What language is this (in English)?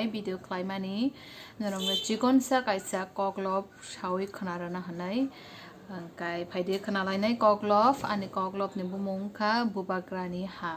Kok Borok